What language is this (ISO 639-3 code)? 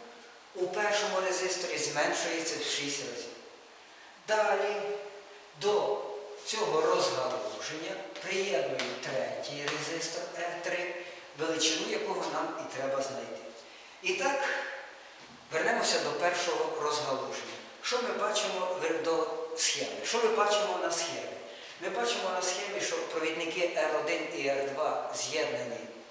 ukr